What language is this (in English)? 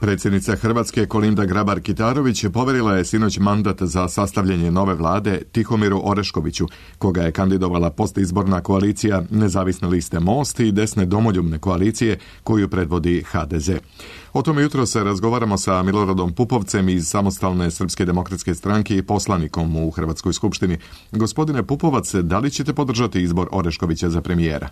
Serbian